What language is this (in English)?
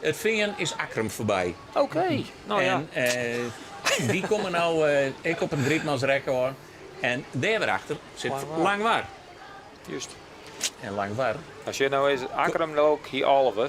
Western Frisian